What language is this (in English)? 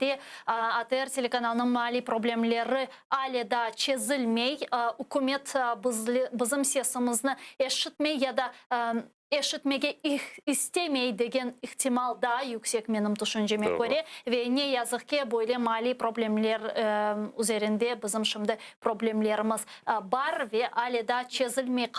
Crimean Tatar